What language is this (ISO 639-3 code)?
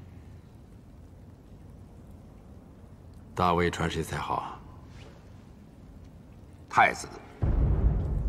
zho